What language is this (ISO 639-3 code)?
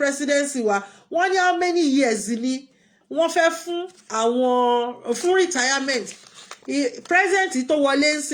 yor